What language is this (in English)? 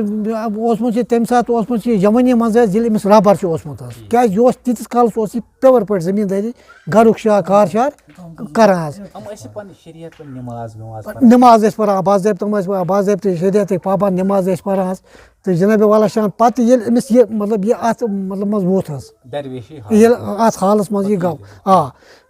Kashmiri